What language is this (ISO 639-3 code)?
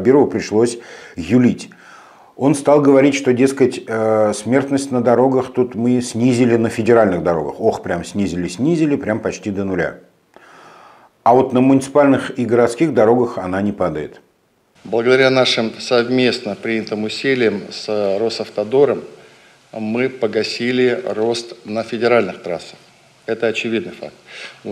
rus